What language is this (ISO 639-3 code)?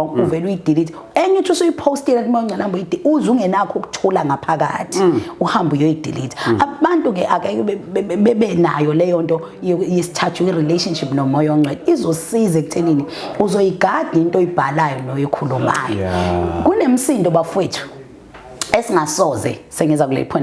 zul